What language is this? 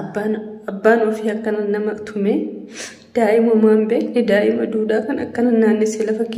Oromo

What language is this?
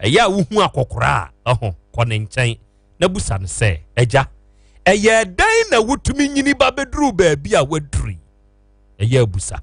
Akan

